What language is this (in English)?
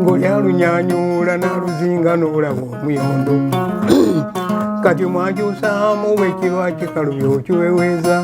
Ganda